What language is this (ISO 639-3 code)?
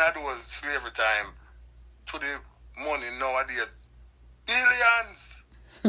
jam